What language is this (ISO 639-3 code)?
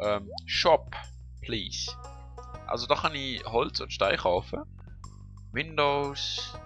gsw